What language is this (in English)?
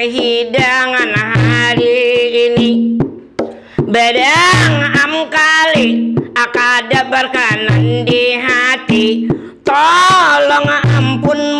Banjar